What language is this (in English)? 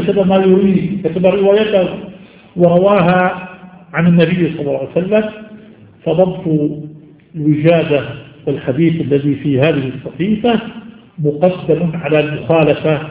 Arabic